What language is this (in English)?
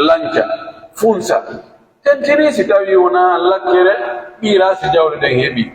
Pular